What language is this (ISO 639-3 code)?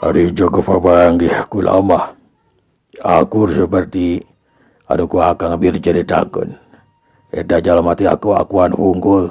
sun